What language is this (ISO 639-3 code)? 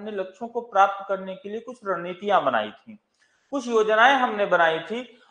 hin